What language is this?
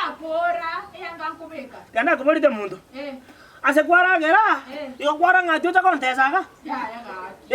Gusii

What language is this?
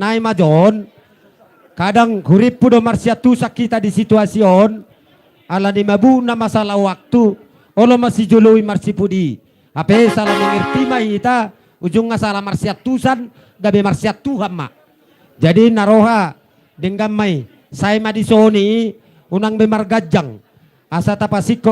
Batak Toba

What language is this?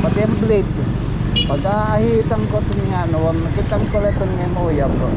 Waray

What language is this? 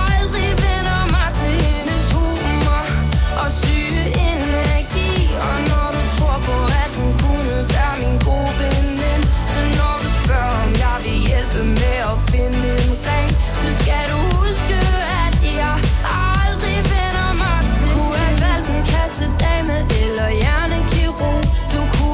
Danish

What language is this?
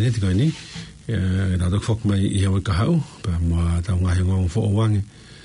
Tongan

